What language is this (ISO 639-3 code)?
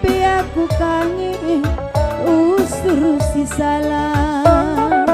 btx